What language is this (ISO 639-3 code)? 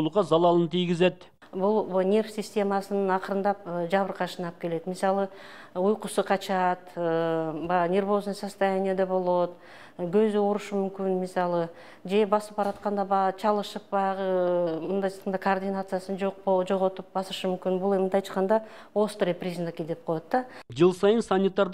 kir